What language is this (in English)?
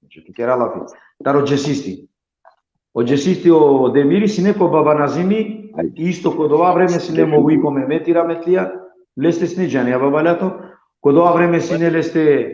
Balkan Romani